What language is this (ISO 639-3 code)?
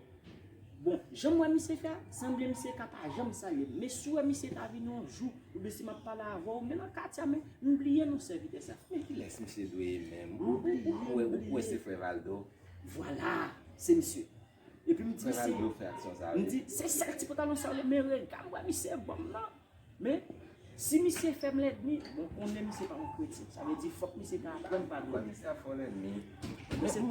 hat